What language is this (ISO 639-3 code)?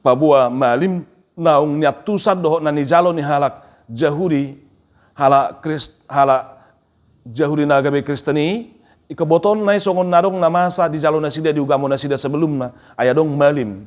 bbc